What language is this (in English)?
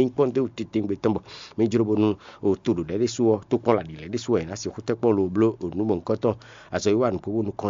Fon